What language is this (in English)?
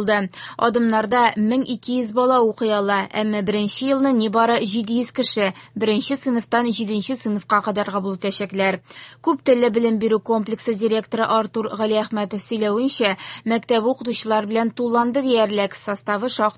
Tatar